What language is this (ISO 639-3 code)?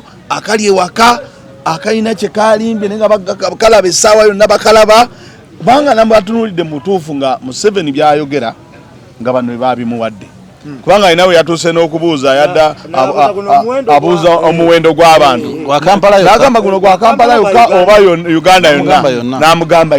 lug